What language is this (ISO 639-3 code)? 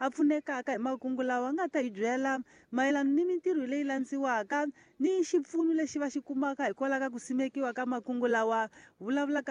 tso